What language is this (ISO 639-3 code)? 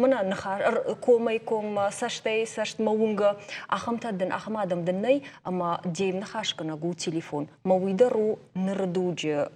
oss